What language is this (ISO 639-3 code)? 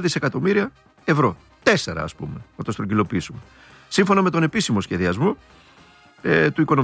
ell